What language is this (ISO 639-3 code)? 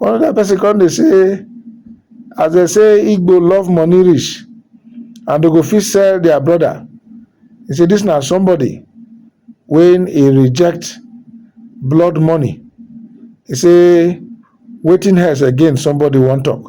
pcm